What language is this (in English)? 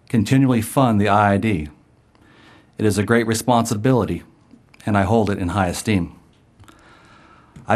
English